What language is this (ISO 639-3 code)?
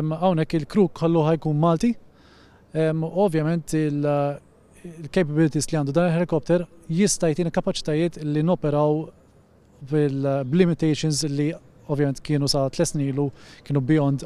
mlt